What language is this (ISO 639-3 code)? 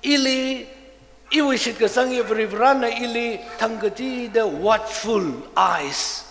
nmf